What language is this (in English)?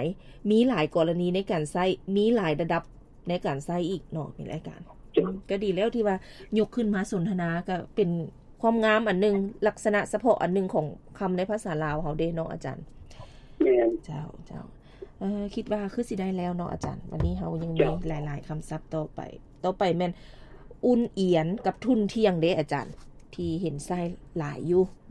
Lao